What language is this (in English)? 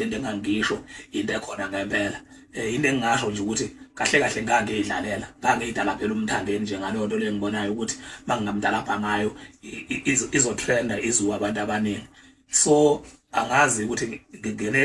Zulu